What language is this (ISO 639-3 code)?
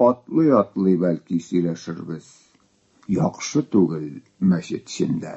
tat